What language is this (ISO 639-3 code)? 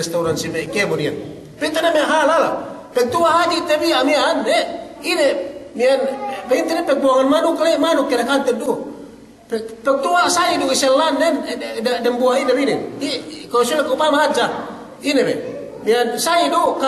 yka